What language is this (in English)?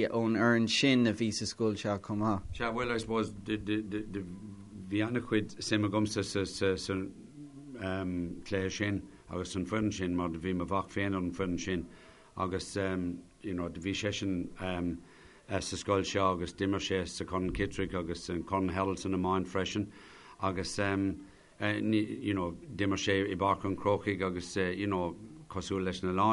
Irish